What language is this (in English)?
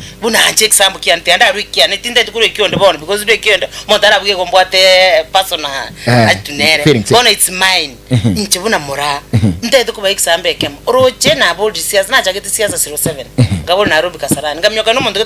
Gusii